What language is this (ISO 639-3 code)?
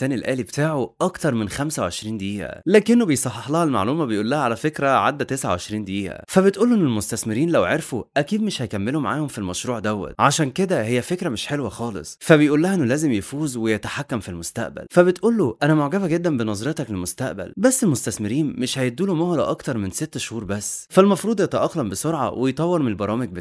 arz